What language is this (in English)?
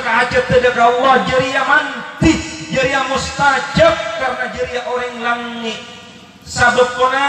Madurese